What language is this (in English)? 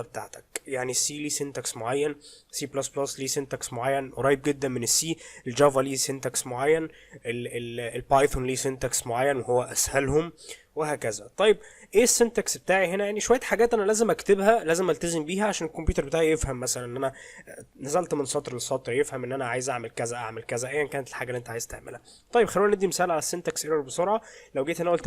Egyptian Arabic